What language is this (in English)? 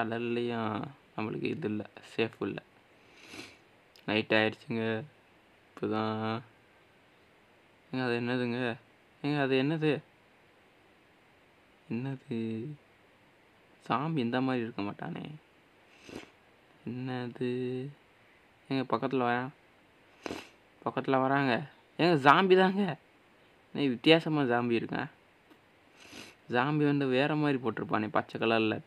Tamil